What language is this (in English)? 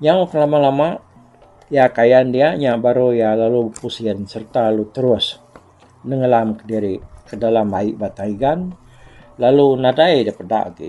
Iban